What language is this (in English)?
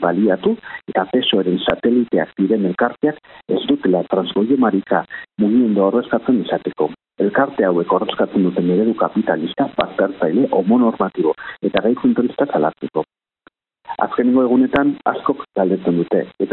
Basque